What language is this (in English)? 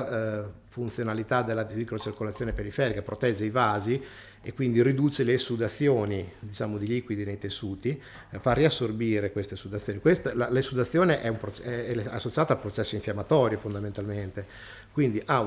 Italian